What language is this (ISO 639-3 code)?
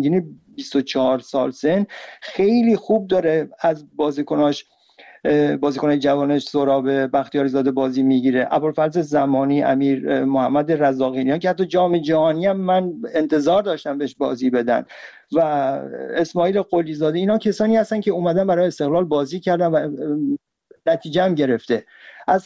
fas